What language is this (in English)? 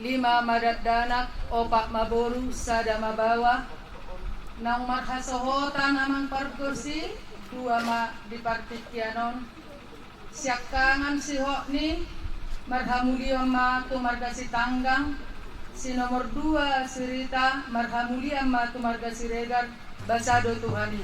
Batak Toba